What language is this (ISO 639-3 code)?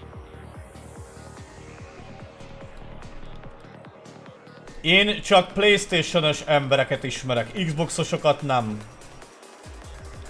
hun